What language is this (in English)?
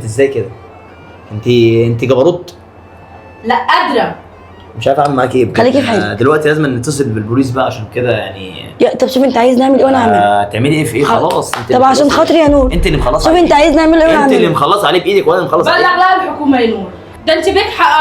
Egyptian Arabic